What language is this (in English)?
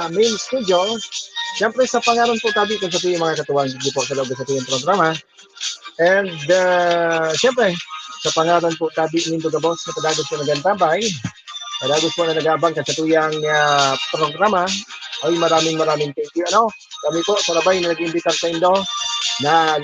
Bikol